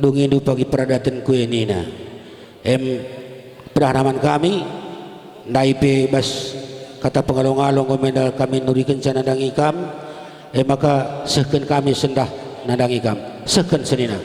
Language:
Batak Karo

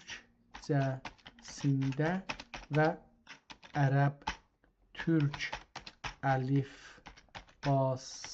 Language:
South Azerbaijani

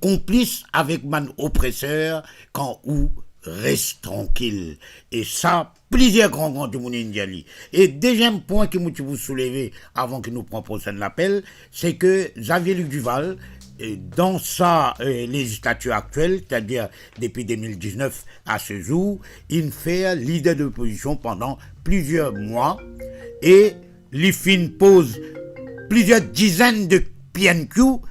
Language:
Morisyen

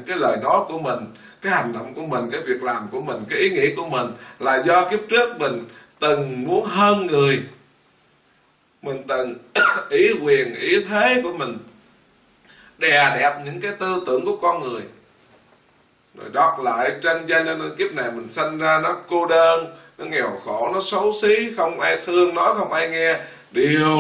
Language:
Vietnamese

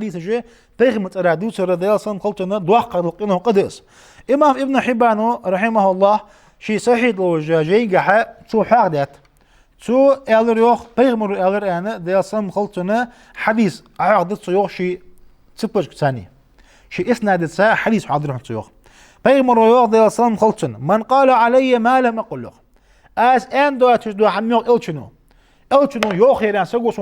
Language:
Ingush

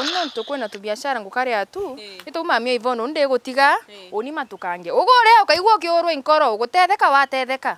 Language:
Meru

